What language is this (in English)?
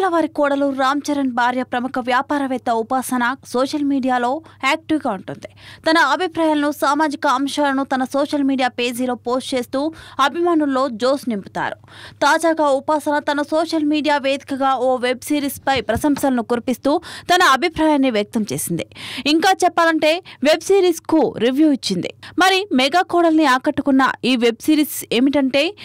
Telugu